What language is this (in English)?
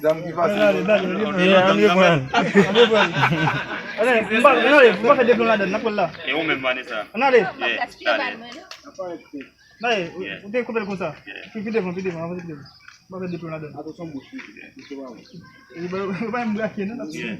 Haitian Creole